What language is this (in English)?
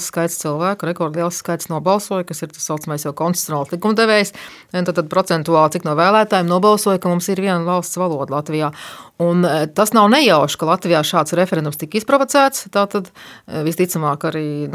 Latvian